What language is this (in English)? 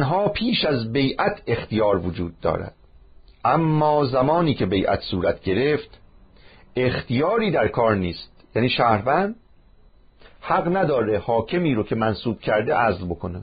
Persian